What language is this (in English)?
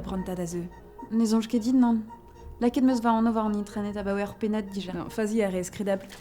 Breton